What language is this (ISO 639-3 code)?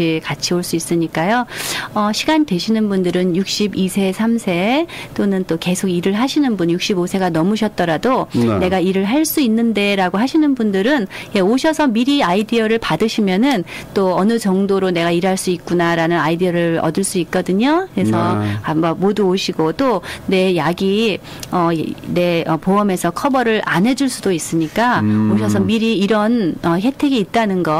kor